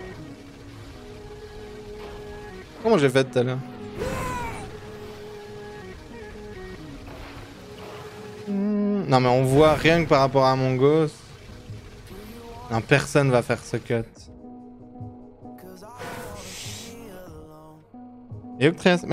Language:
French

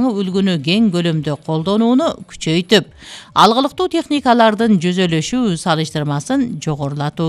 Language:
Kyrgyz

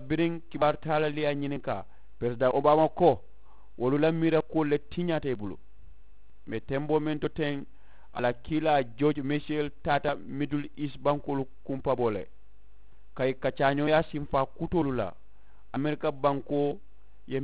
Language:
Mandingo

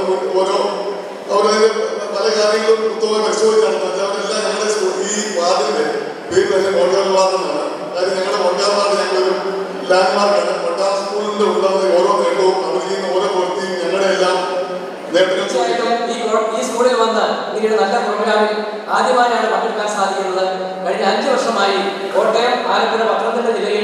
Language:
Malayalam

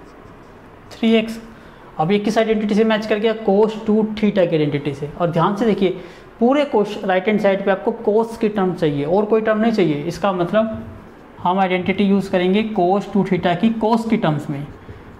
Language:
Hindi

